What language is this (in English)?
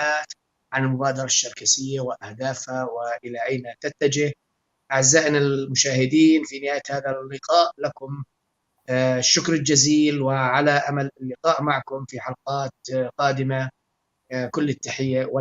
North Levantine Arabic